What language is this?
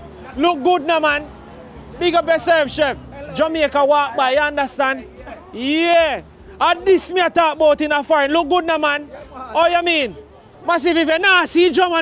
Jamaican Creole English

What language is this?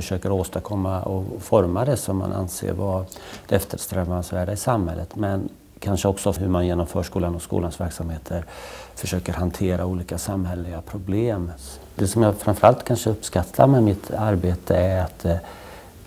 Swedish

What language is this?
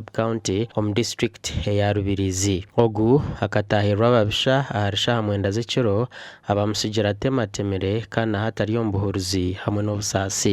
Nyankole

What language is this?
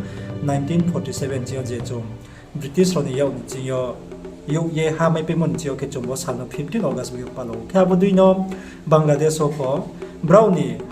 Riang (India)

